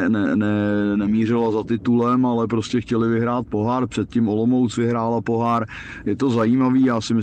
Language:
Czech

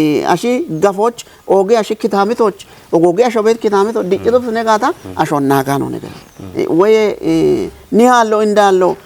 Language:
Kafa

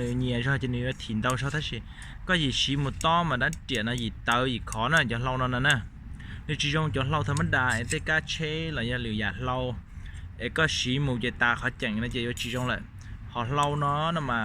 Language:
Hmong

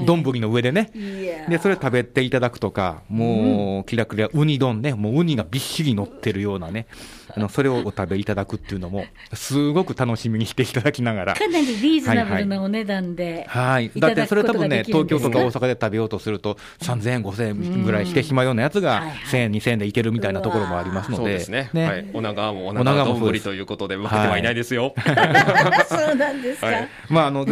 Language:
Japanese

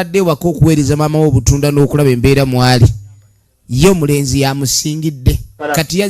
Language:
Ganda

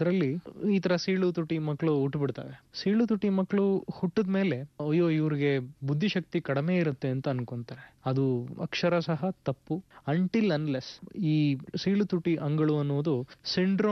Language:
Kannada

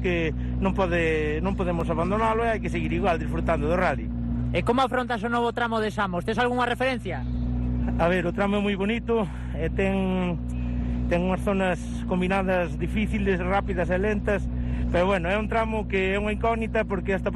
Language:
Galician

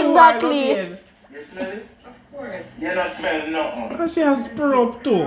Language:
Jamaican Creole English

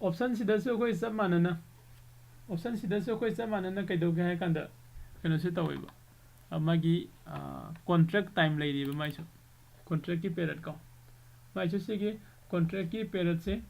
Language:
Manipuri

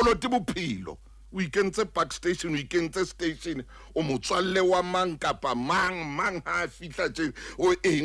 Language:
Southern Sotho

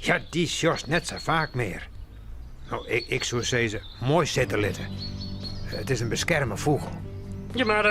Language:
Western Frisian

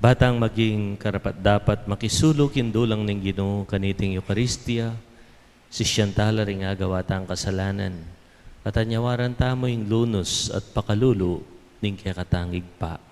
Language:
Pampanga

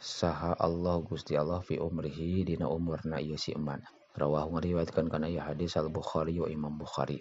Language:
Sundanese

